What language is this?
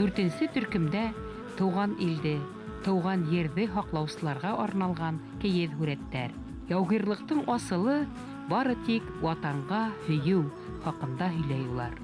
Bashkir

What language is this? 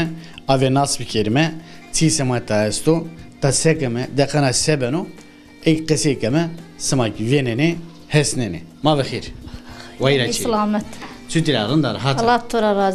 Zaza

